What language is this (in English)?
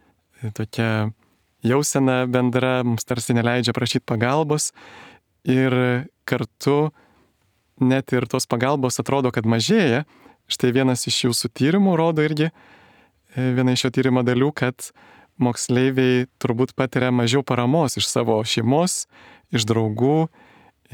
Lithuanian